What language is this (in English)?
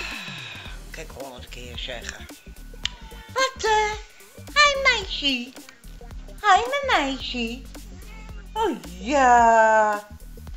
Dutch